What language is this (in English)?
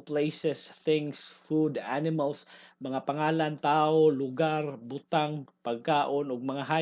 Cebuano